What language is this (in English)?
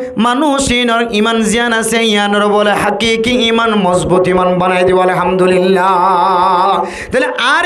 Rohingya